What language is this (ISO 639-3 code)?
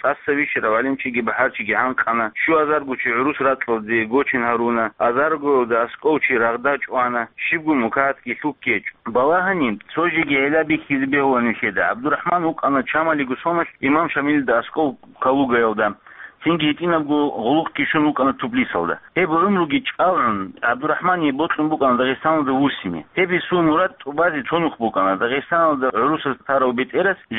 ava